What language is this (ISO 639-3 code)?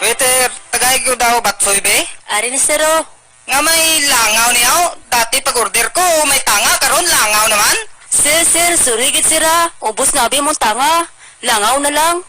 hil